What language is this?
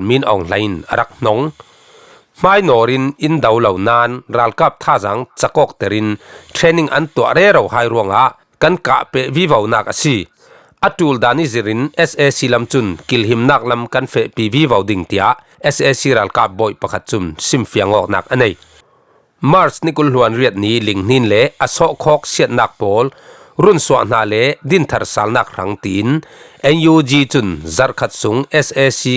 Falam Chin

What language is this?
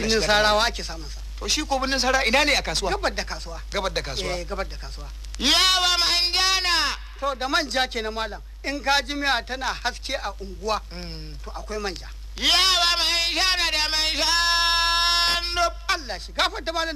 Hausa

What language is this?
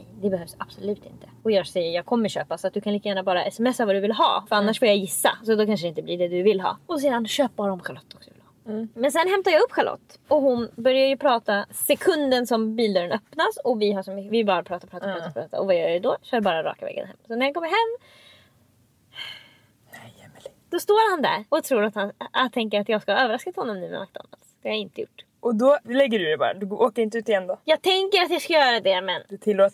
Swedish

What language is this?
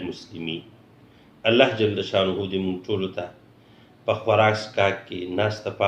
Pashto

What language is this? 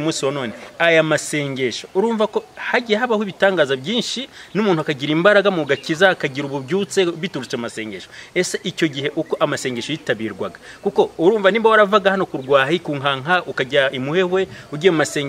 Kinyarwanda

